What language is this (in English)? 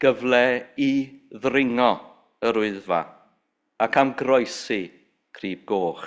Welsh